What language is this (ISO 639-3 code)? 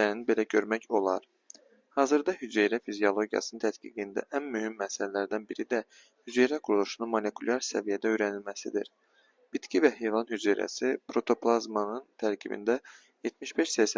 aze